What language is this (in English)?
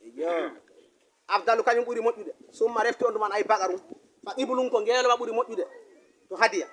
Fula